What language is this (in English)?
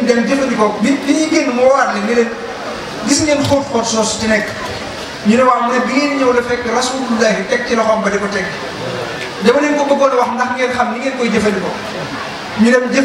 Wolof